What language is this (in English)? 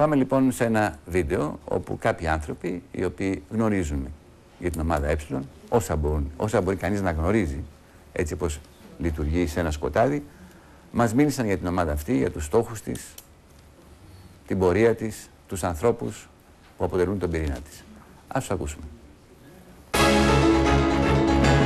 Greek